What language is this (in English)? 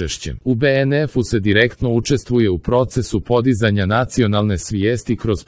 Serbian